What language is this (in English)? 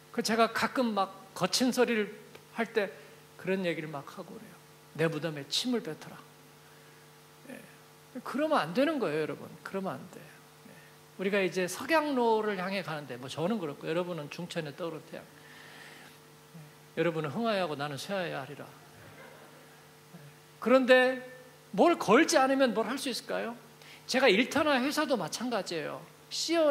Korean